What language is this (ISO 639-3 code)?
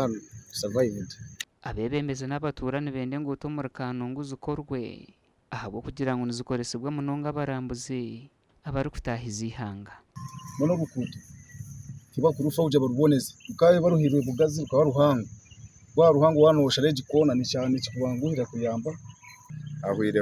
nyn